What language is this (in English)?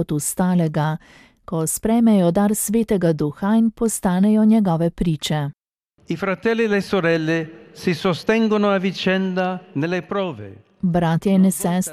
Slovenian